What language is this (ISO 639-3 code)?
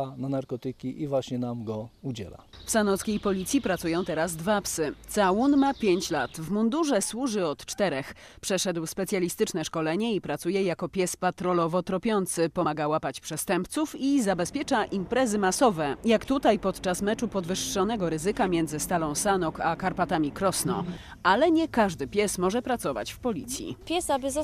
pol